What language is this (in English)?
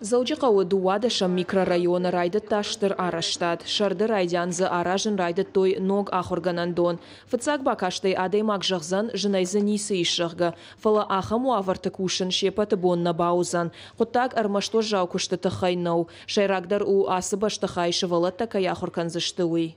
Ossetic